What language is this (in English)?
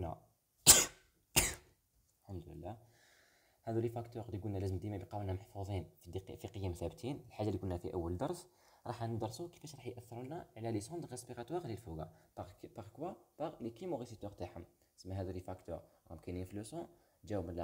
Algerian Arabic